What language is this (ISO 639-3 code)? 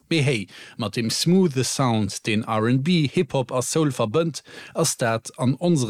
ltz